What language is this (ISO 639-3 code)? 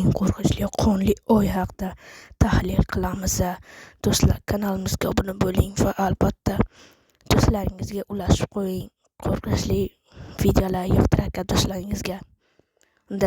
uzb